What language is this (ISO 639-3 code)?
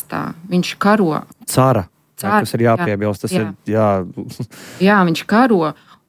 lav